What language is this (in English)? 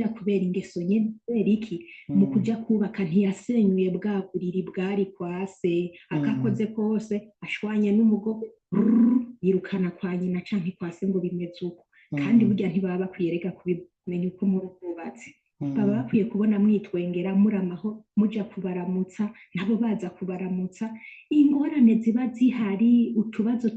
Rundi